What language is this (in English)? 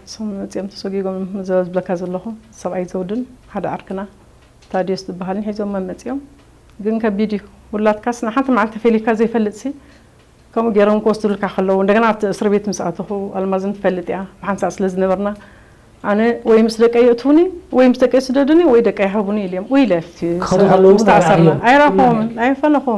Tigrinya